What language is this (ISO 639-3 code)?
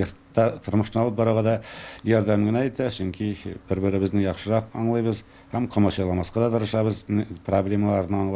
tat